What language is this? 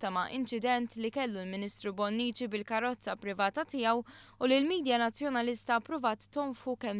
Maltese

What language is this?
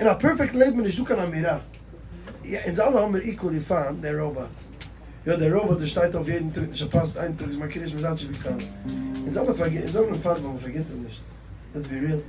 Yiddish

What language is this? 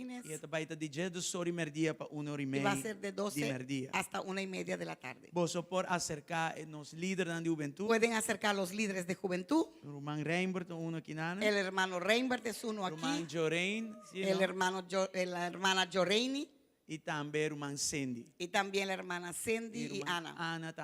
Papiamento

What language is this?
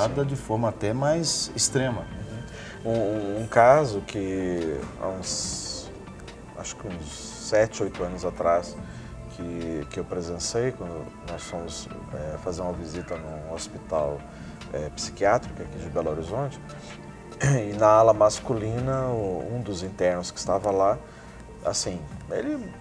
Portuguese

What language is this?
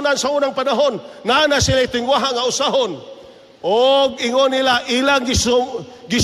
Cebuano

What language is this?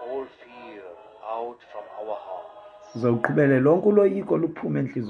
Xhosa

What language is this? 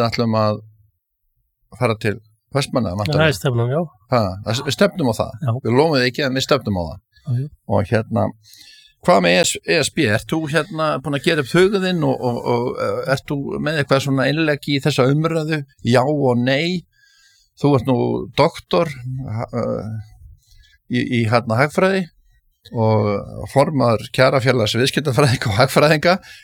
Icelandic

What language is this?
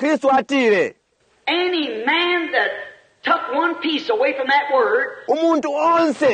Bemba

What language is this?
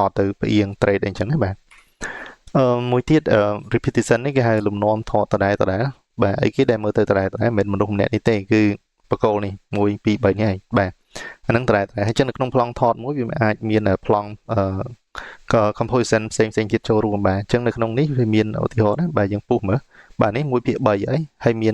Khmer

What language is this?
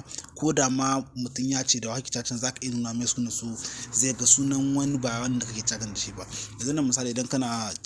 Hausa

